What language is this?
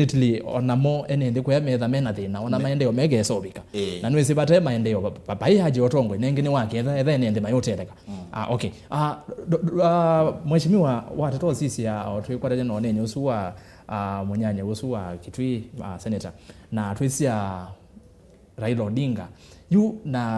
Kamba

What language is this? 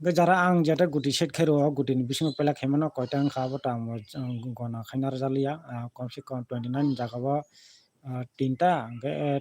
Kok Borok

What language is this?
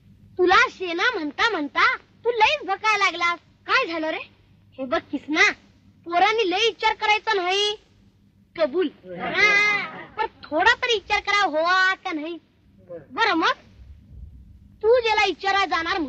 Marathi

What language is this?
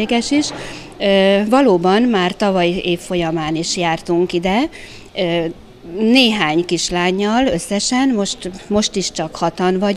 Hungarian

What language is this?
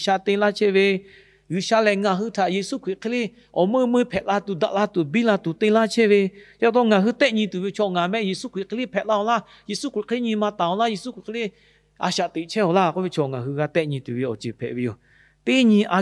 Lahu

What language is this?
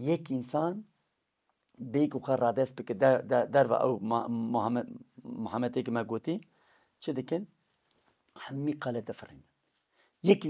Kurdish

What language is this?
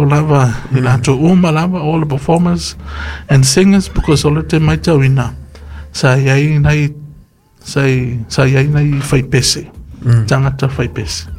Samoan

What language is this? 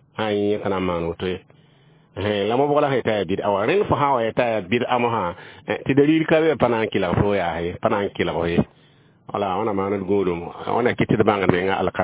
Mossi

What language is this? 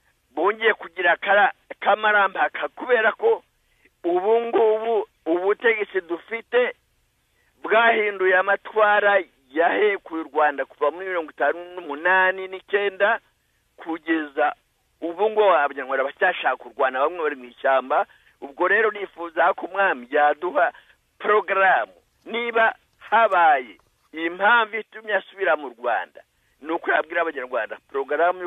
Kinyarwanda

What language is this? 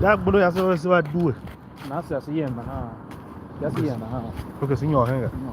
Tiv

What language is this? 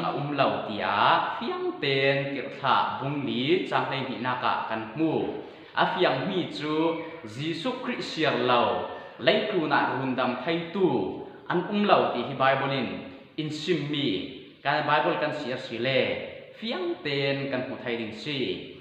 Falam Chin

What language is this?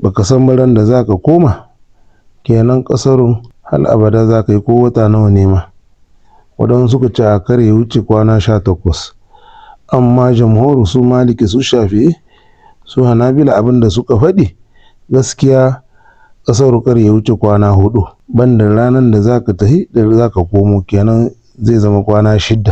Hausa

